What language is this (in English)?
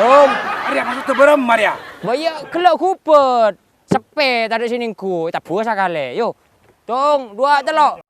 Madurese